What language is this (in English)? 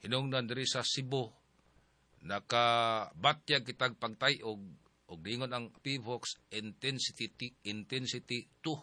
Cebuano